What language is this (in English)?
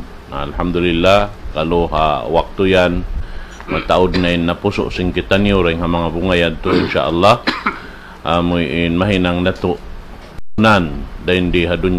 Tausug